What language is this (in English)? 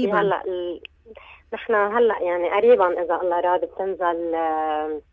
North Levantine Arabic